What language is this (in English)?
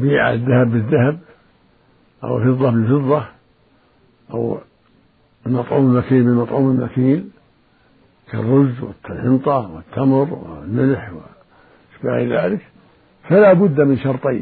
Arabic